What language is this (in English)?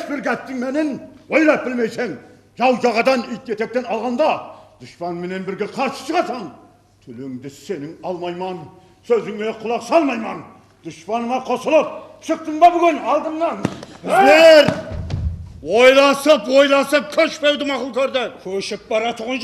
Kara-Kalpak